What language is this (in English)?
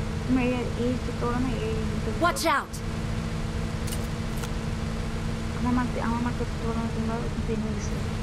Bangla